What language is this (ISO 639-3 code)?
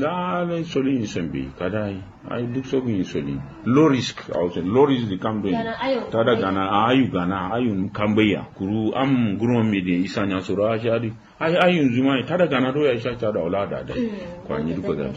kau